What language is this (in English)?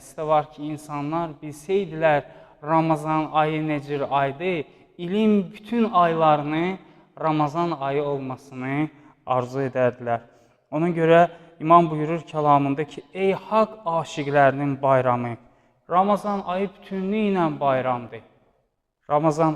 Azerbaijani